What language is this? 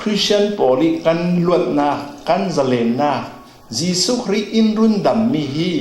Falam Chin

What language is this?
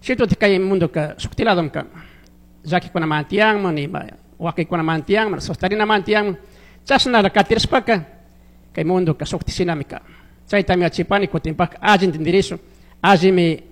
Chimborazo Highland Quichua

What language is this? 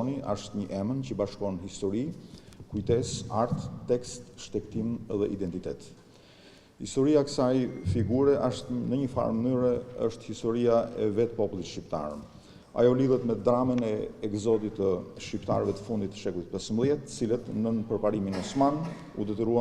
Albanian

